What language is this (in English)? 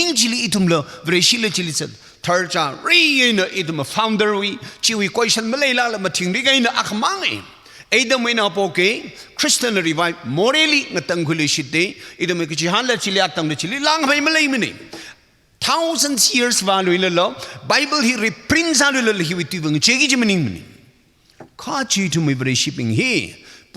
Tangkhul Naga (India)